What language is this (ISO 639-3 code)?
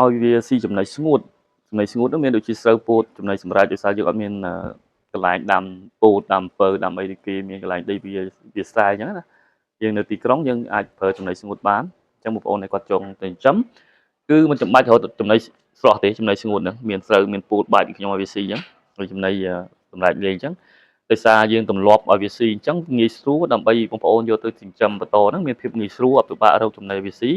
khm